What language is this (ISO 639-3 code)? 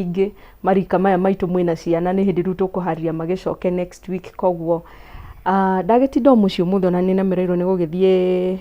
kik